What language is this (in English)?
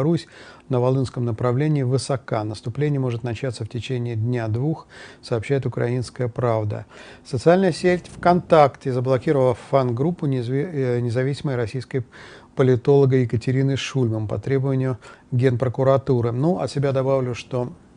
Russian